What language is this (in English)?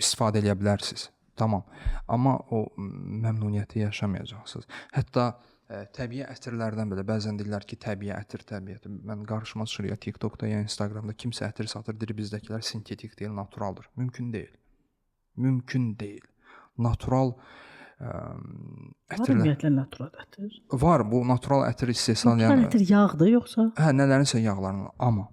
Azerbaijani